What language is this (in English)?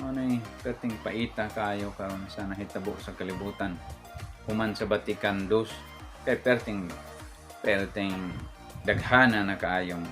Cebuano